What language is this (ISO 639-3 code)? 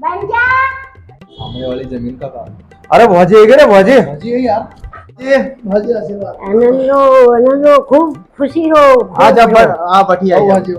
raj